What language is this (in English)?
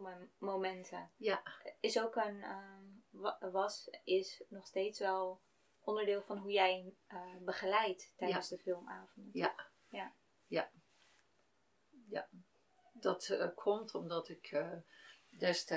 Dutch